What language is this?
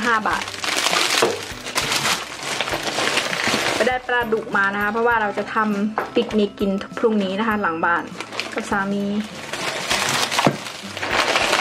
Thai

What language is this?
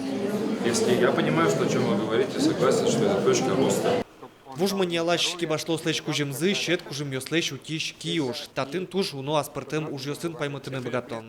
Udmurt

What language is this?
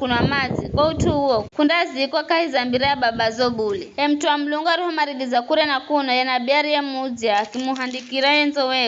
Giryama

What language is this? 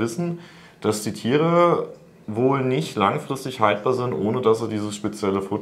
German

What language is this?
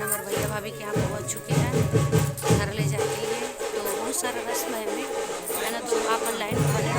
Chhattisgarhi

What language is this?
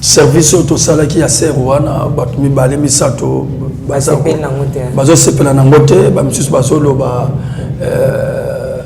Lingala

